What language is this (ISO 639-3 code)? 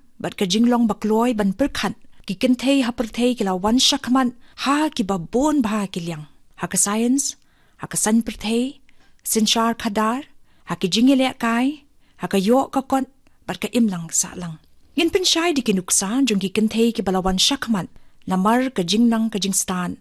kha